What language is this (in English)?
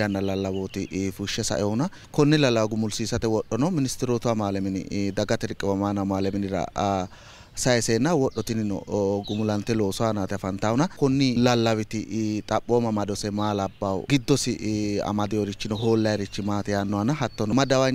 Sidamo